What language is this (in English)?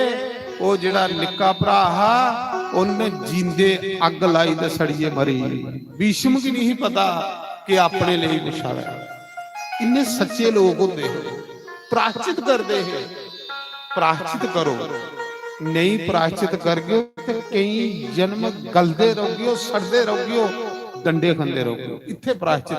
Dogri